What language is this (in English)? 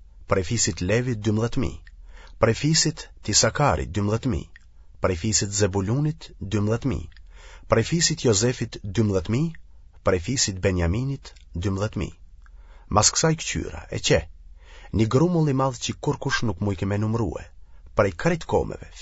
Albanian